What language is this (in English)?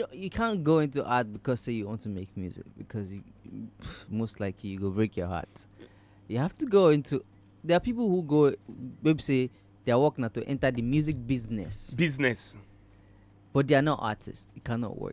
Nigerian Pidgin